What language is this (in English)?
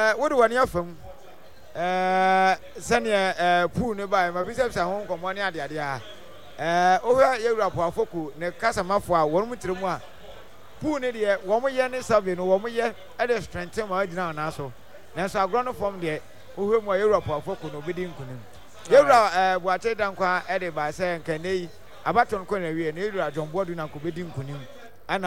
Akan